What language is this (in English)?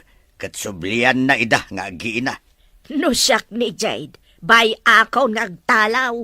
Iloko